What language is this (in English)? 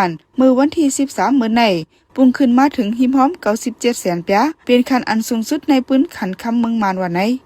Shan